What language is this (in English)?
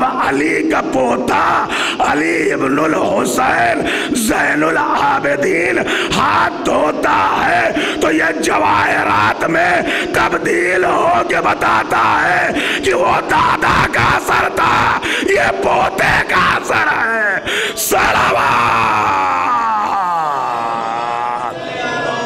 Urdu